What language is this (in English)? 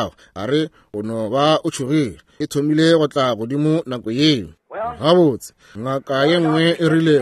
Northern Sotho